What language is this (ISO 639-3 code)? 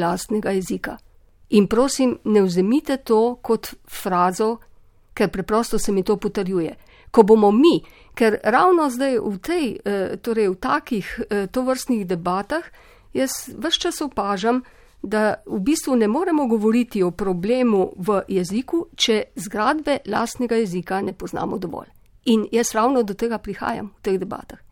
slv